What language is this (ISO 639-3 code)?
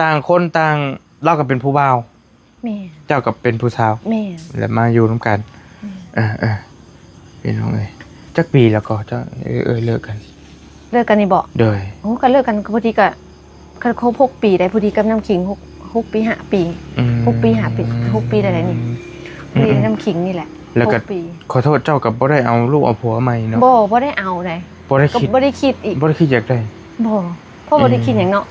tts